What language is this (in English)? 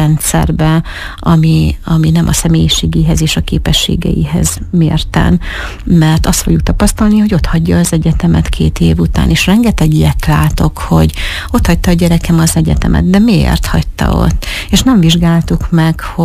Hungarian